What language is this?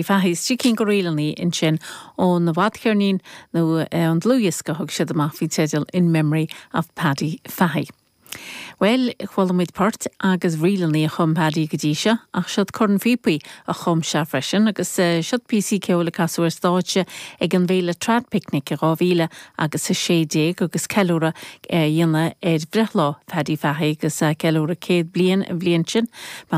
Irish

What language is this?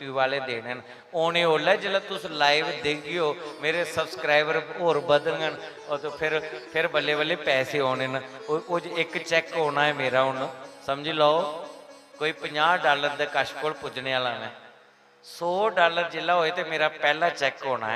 Dogri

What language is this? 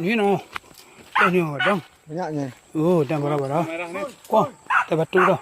Minangkabau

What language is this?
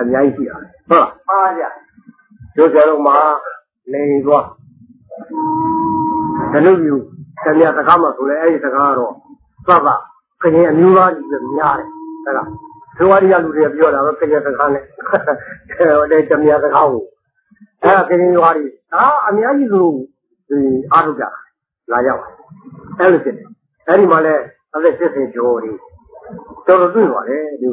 Burmese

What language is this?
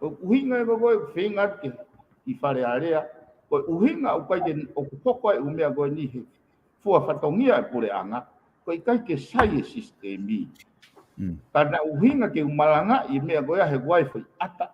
Tongan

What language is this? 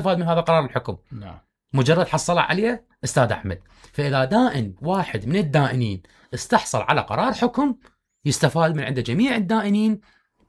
Mesopotamian Arabic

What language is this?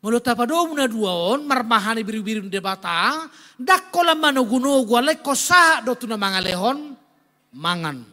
Batak Toba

